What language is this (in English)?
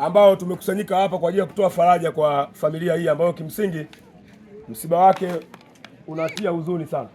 Swahili